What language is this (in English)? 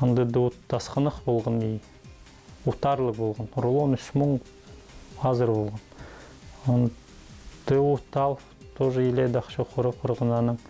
Khakas